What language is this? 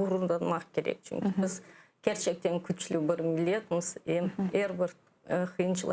Crimean Tatar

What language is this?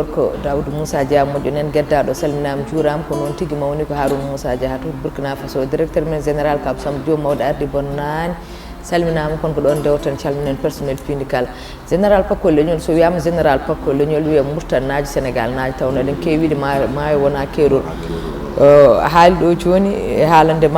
Fula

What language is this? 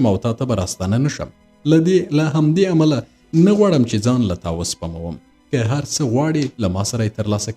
Pashto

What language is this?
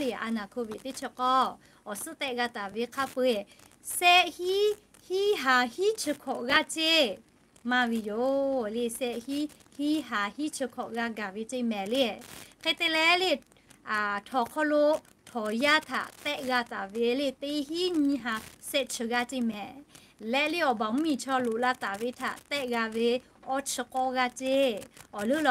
Lahu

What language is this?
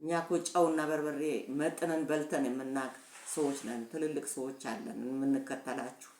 Amharic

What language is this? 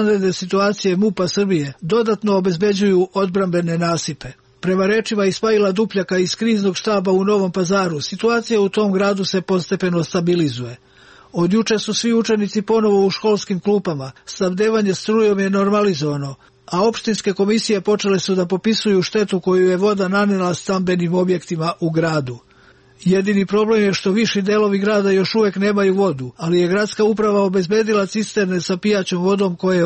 Serbian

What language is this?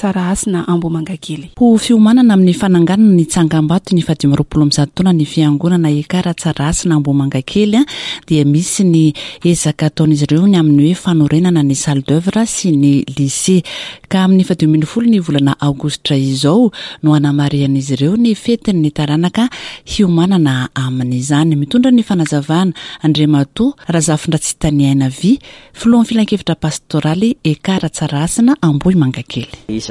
Malagasy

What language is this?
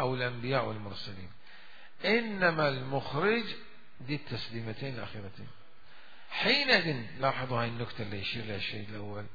Mesopotamian Arabic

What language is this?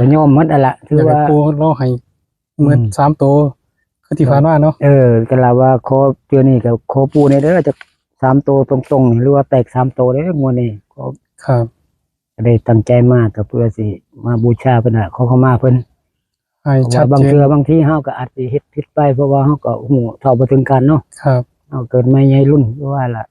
Northeastern Thai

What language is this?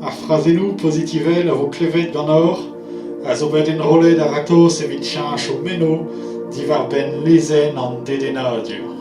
Breton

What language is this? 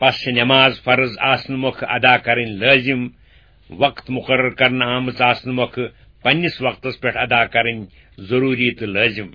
Kashmiri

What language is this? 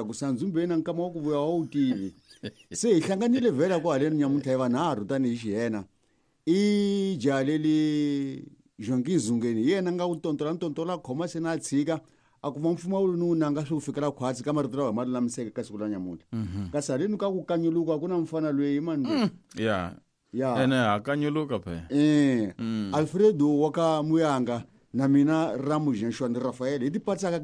Tsonga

